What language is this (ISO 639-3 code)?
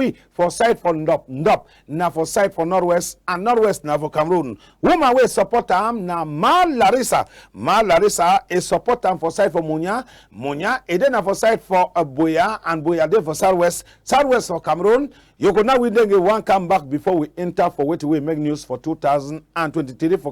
wes